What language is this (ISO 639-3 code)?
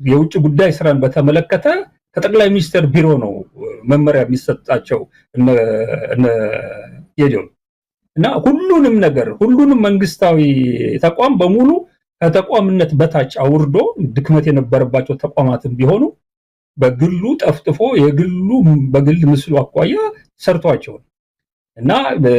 amh